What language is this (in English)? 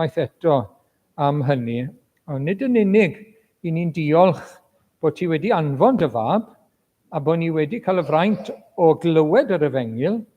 Welsh